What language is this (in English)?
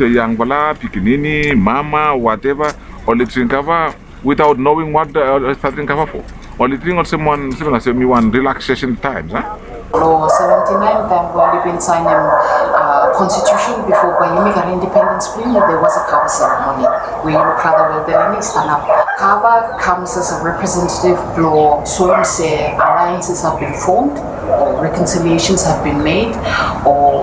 Bislama